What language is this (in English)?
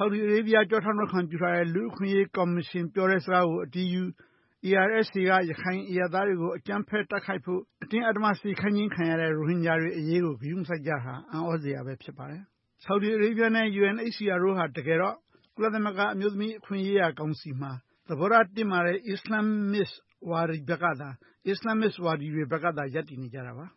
Burmese